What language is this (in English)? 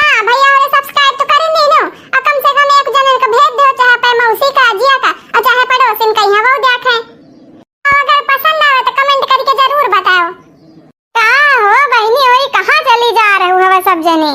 Awadhi